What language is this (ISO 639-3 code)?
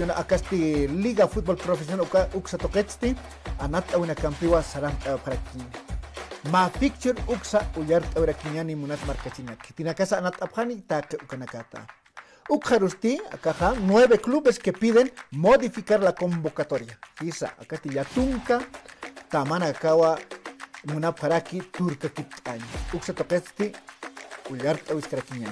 aym